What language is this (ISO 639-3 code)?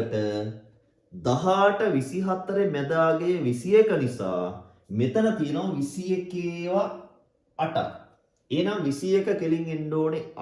sin